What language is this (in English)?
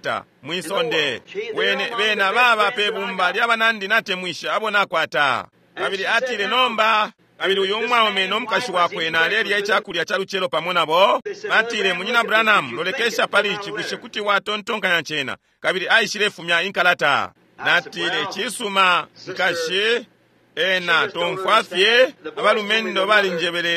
Bemba